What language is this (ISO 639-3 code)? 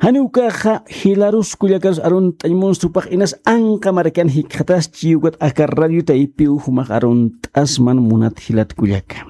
aym